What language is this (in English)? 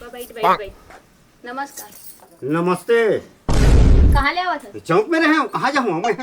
Chhattisgarhi